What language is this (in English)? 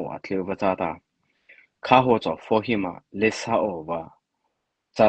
Mara Chin